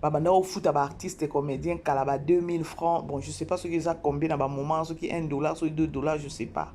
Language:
Lingala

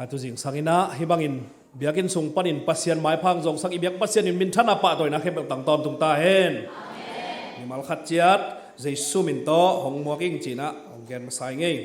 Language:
Tedim Chin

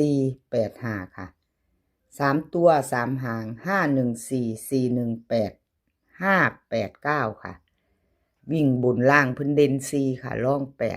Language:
Northeastern Thai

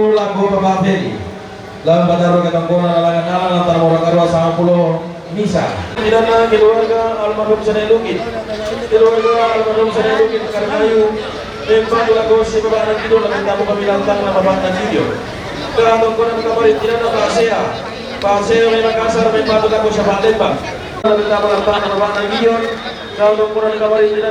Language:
Toraja-Sa'dan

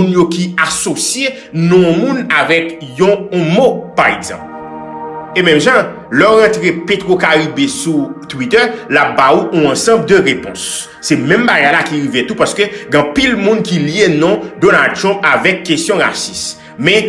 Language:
Haitian Creole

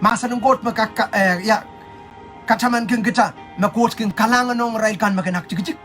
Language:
Pohnpeian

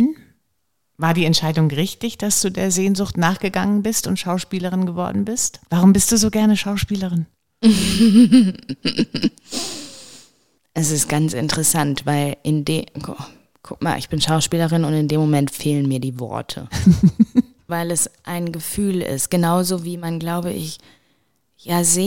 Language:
German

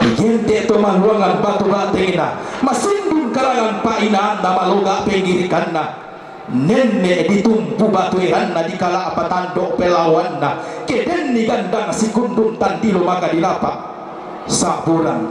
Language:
Toraja-Sa'dan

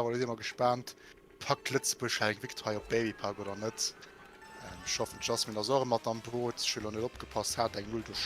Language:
Luxembourgish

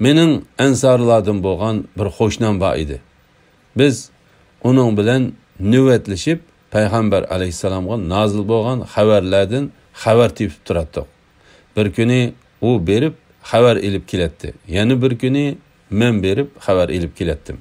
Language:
Uyghur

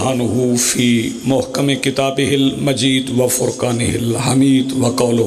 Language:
Pahari-Potwari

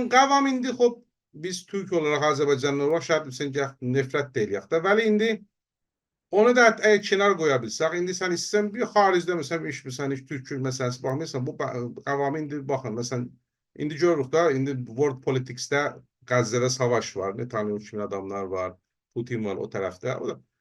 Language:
South Azerbaijani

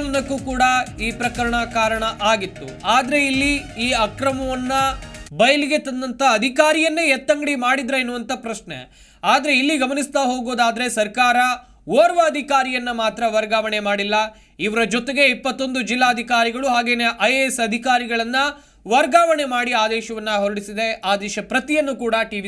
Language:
Kannada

